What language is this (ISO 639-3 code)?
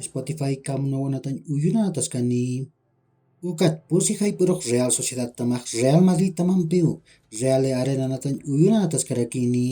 aym